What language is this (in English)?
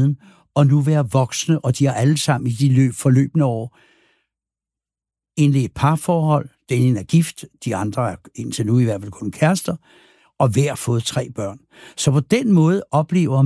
Danish